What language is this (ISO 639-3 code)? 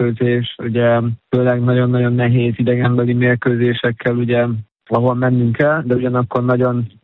hun